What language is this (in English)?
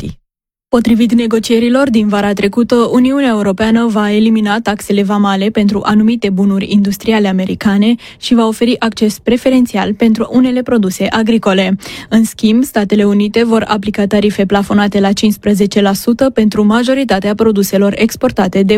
Romanian